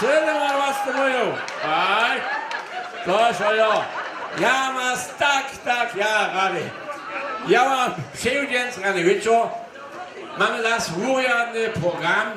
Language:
Upper Sorbian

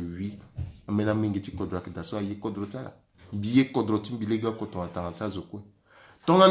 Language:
Sango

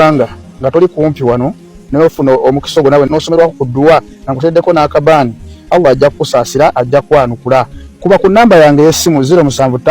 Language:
Ganda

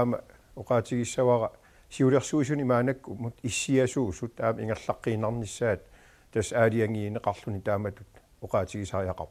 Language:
Kalaallisut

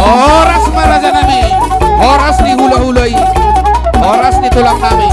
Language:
Batak Toba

